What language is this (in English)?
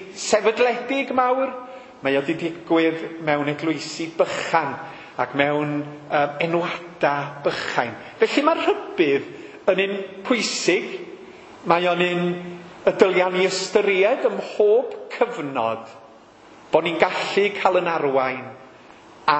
Welsh